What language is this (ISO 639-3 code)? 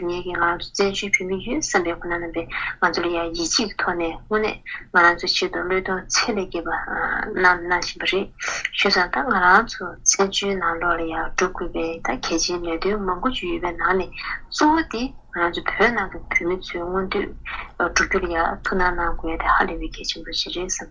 bod